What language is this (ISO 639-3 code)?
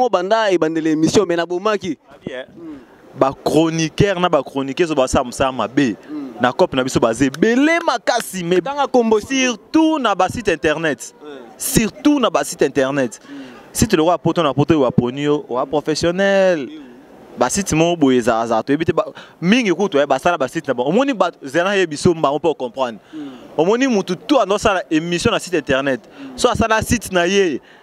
lin